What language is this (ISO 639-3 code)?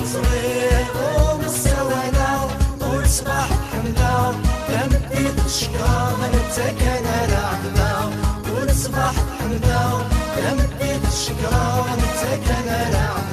kab